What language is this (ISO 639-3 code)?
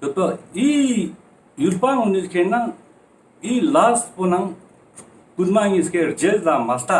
lbj